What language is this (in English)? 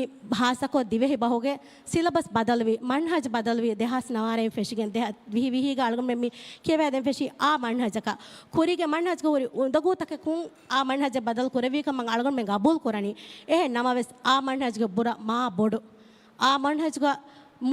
Divehi